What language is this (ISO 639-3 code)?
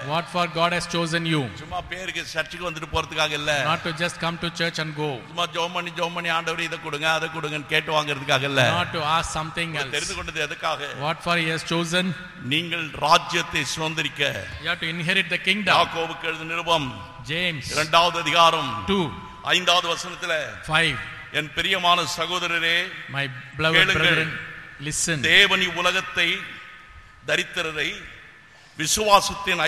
tam